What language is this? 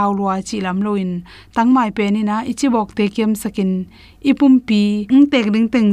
Tedim Chin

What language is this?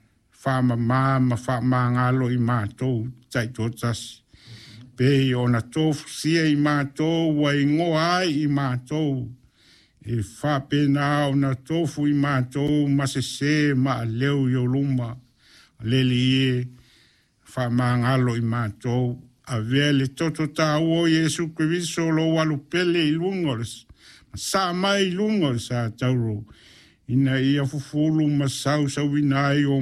Samoan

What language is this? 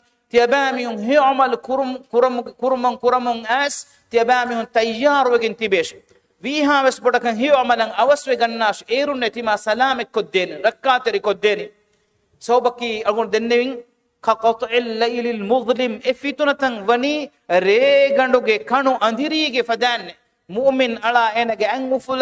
Divehi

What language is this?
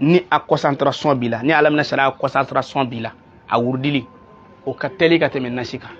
Bambara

